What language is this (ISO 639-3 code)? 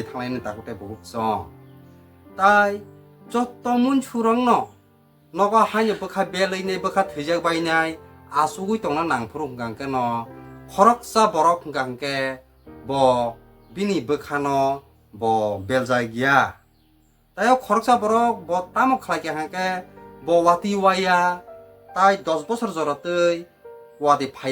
trp